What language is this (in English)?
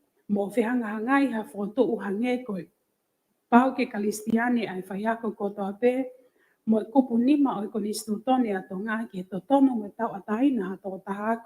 Tongan